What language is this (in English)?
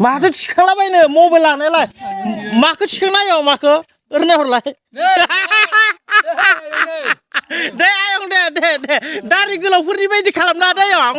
Bodo